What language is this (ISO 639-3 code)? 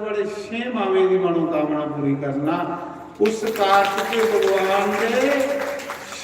doi